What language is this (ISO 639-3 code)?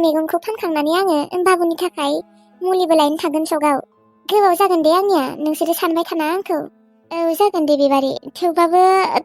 brx